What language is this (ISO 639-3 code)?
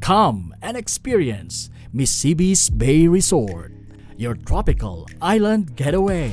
bik